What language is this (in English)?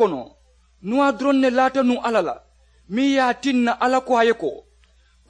Mandingo